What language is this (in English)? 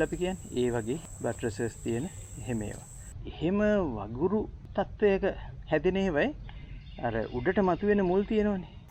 Sinhala